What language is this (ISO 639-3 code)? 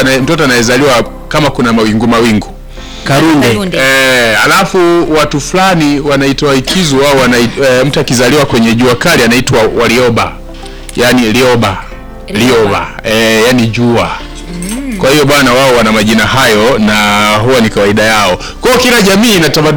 swa